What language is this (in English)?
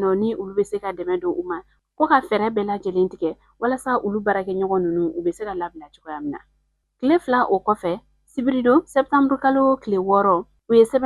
Bambara